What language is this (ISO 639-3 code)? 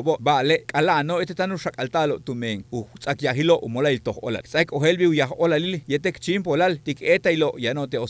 yua